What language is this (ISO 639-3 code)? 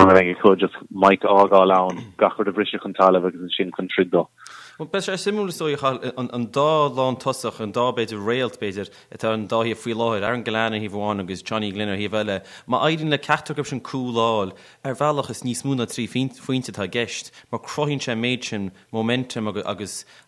gle